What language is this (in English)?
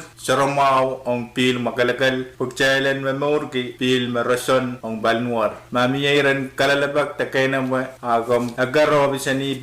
Pohnpeian